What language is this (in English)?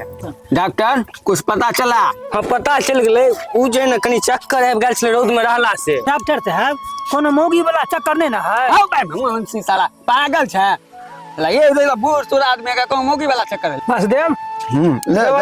Maithili